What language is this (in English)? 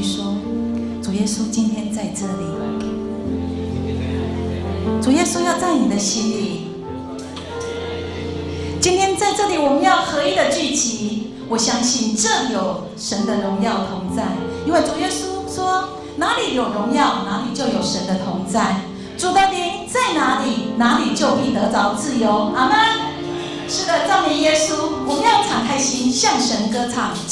Chinese